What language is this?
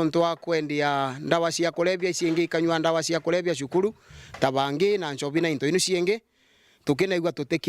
Meru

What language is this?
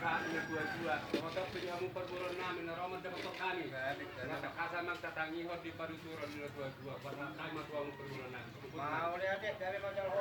Batak Toba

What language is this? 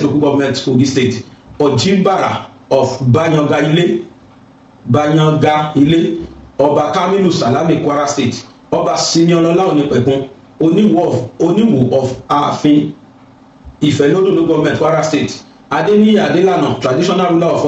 Yoruba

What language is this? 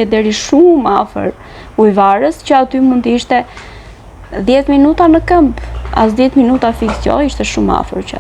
Albanian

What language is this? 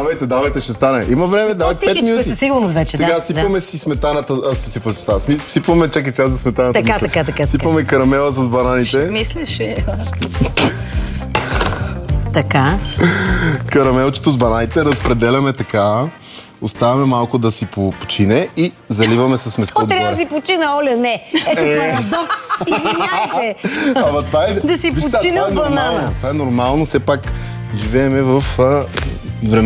Bulgarian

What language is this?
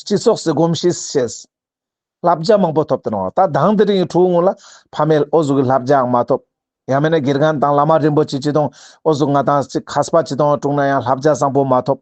Ladakhi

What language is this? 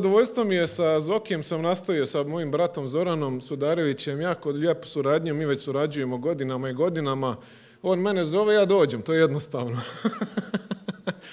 Croatian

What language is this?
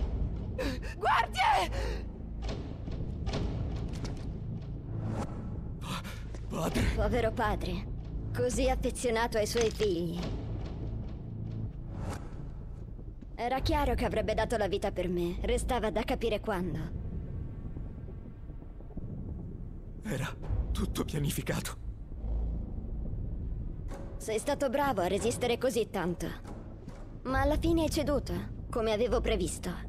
Italian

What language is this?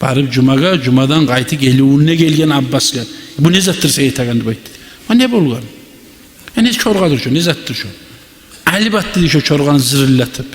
Kumyk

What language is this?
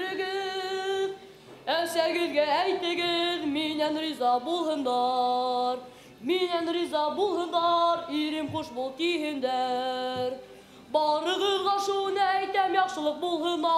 Bashkir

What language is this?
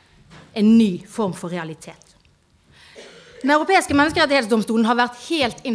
Norwegian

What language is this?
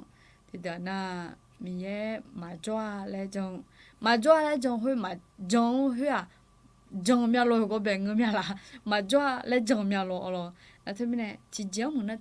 Akha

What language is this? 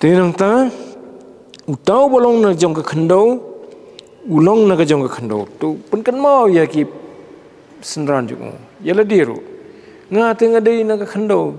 Khasi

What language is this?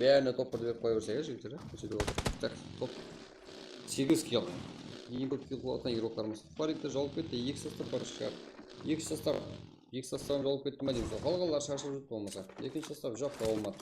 Kara-Kalpak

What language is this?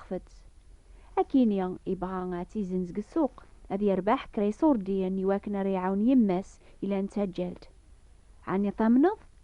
Kabyle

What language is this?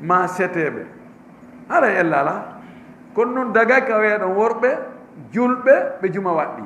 Fula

